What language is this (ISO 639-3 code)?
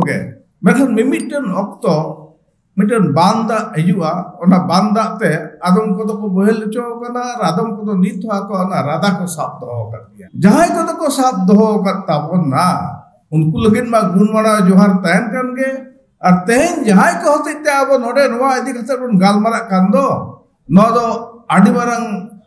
sat